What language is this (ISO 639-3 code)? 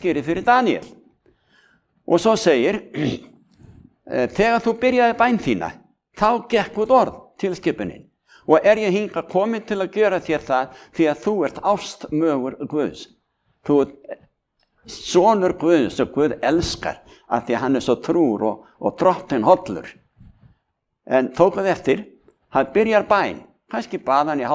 isl